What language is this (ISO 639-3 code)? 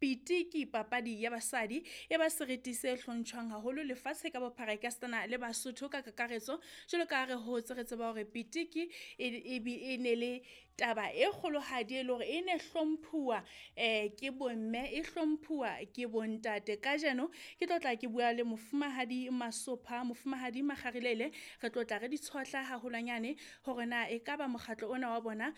sot